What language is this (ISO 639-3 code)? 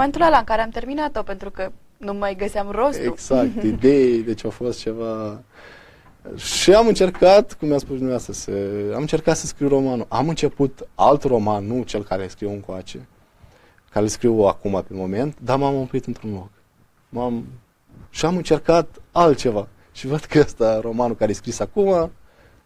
ron